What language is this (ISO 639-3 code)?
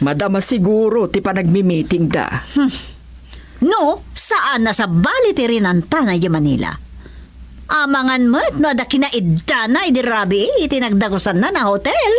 ilo